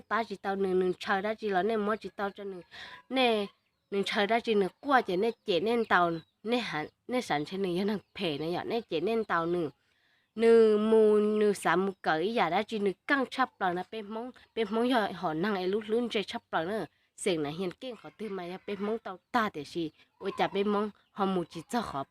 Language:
Hmong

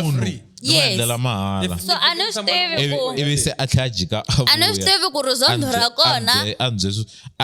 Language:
Tsonga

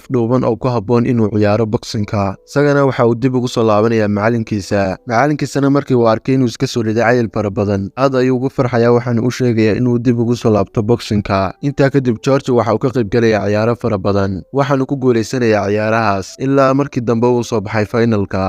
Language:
Somali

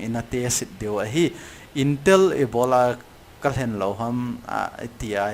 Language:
Thado Chin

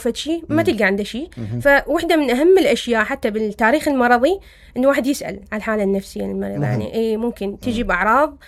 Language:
Mesopotamian Arabic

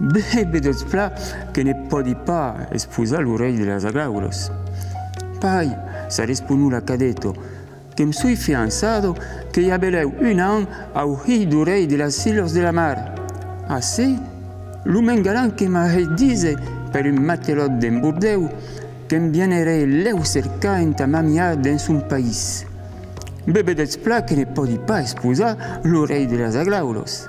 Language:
Occitan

